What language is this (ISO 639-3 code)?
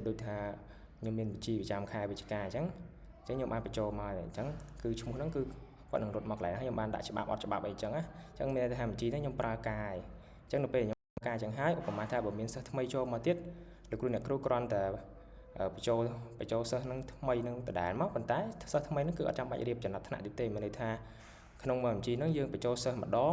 khm